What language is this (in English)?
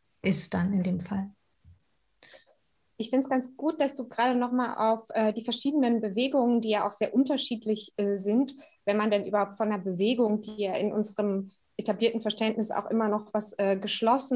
German